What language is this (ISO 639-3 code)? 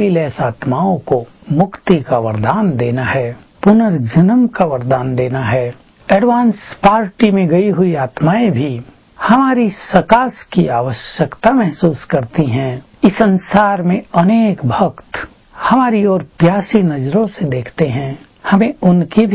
hin